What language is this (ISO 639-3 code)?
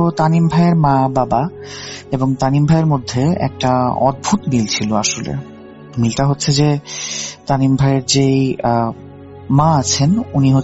ben